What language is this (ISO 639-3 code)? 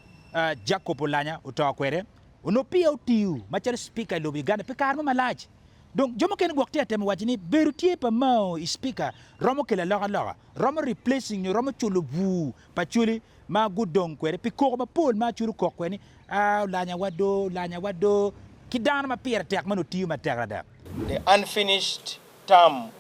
ach